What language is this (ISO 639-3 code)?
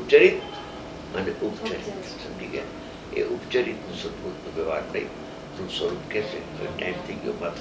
guj